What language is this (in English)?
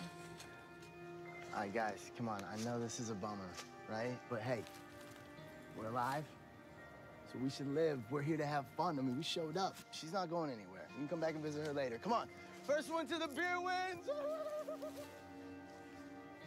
English